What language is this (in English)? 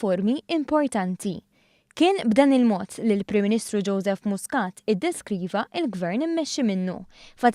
Maltese